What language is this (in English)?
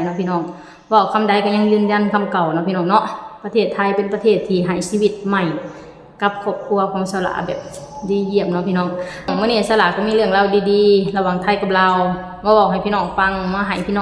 Lao